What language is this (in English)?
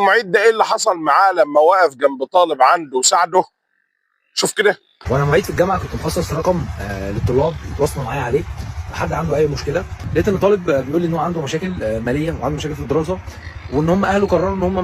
Egyptian Arabic